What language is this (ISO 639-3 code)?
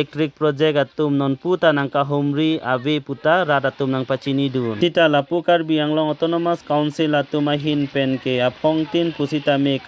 mjw